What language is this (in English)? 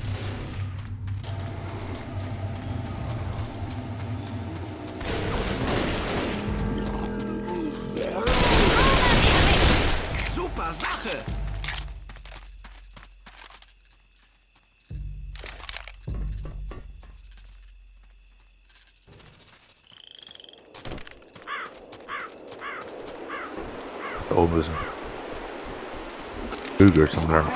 German